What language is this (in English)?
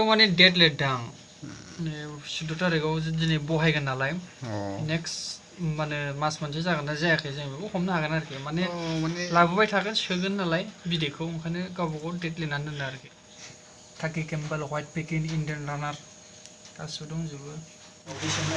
Bodo